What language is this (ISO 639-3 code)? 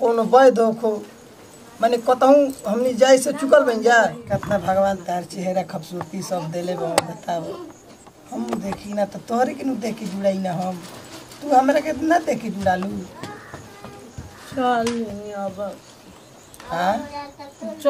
bho